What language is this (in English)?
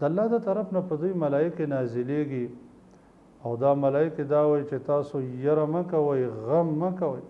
Pashto